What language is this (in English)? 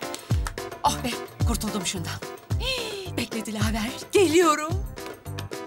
Turkish